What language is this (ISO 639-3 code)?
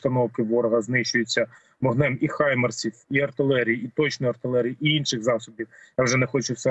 ukr